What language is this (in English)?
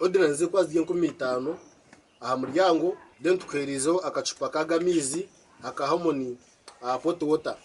Nyankole